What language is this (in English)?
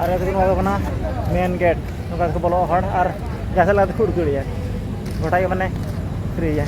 Santali